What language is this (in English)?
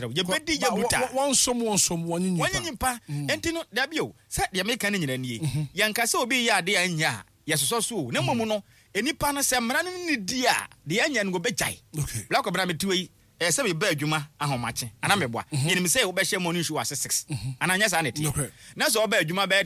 Akan